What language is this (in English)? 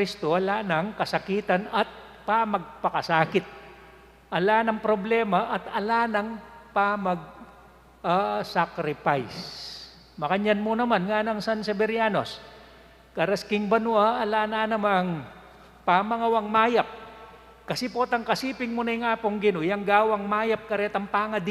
Pampanga